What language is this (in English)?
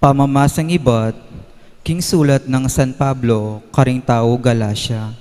Pampanga